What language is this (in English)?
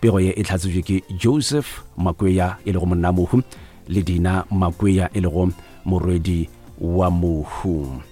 Northern Sotho